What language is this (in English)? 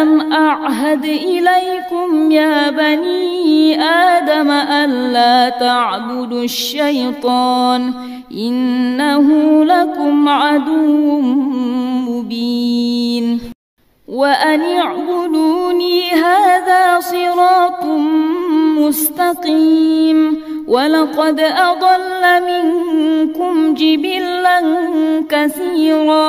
Arabic